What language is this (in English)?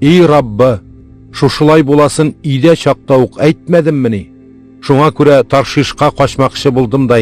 Tatar